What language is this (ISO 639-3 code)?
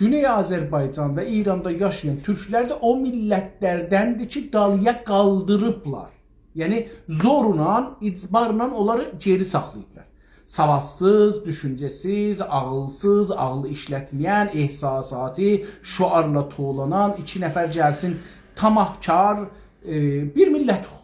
azb